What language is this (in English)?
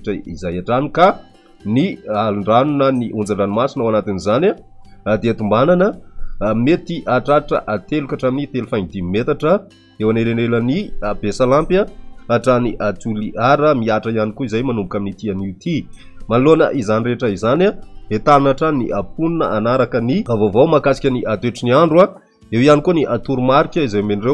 Malagasy